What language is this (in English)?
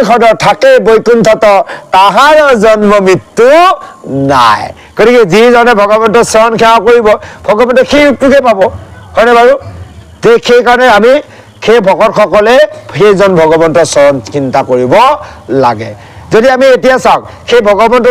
Assamese